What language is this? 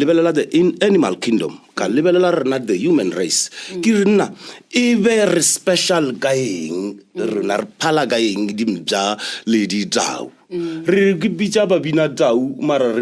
Northern Sotho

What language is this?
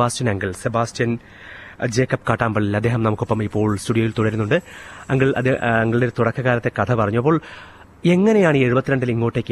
Malayalam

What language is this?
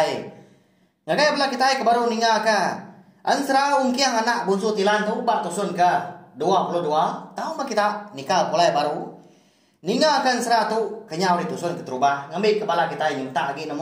Iban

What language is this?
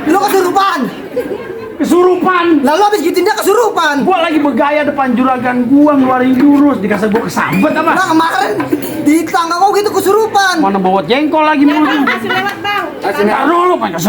Betawi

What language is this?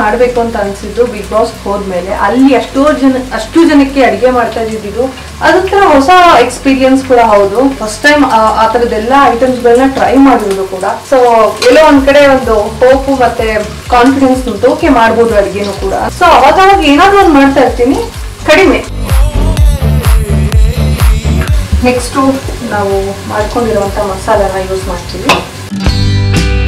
Kannada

